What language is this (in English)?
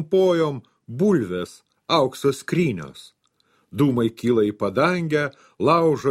Lithuanian